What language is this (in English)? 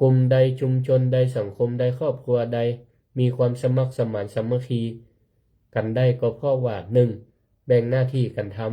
Northern Thai